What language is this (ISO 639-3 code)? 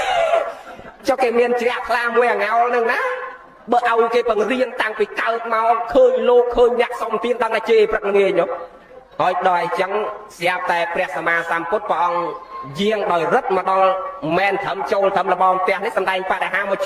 khm